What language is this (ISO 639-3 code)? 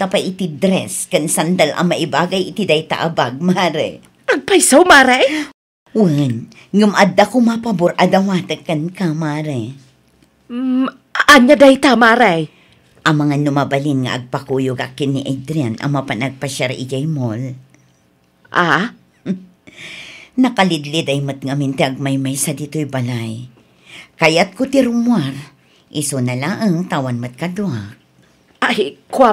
ilo